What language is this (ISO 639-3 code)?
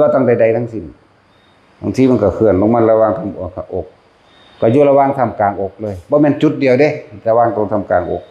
tts